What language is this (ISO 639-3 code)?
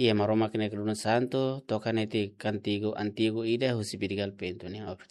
tet